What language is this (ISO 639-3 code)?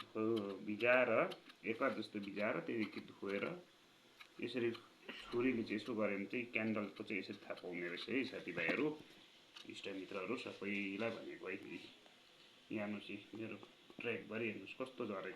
nep